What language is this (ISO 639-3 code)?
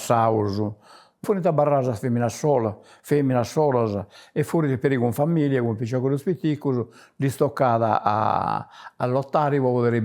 srd